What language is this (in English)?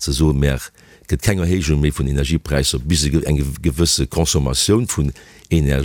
Luxembourgish